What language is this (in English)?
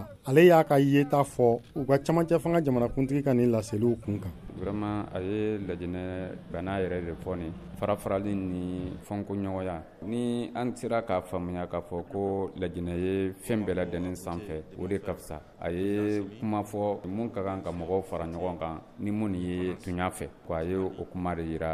Bambara